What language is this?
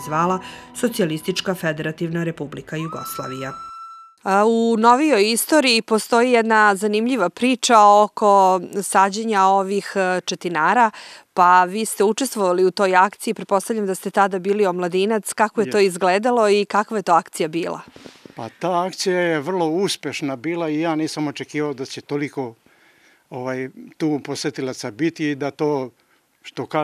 Serbian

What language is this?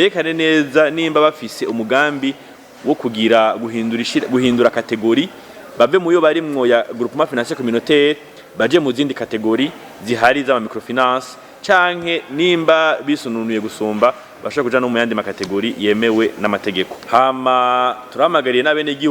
Rundi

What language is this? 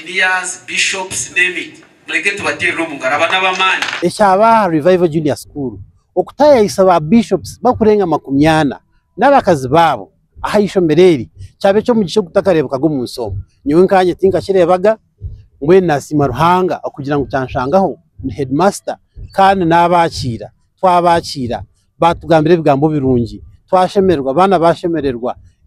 Nyankole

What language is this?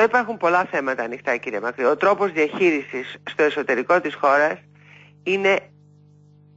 Greek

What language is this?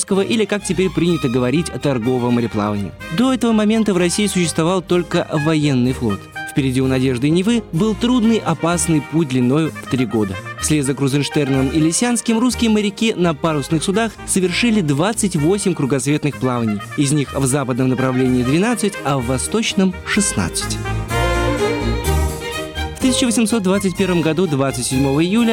Russian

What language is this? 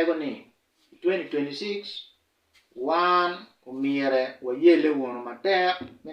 Acoli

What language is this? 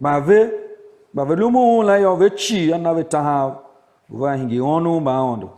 Tiv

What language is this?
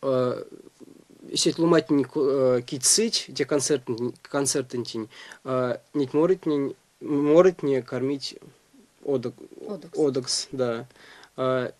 Erzya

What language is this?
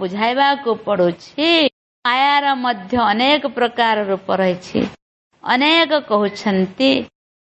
Odia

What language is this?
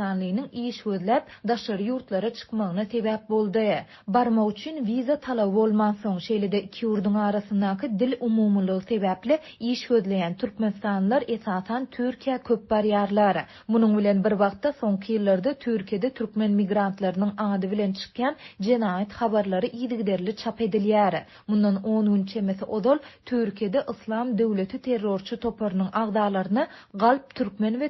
Turkmen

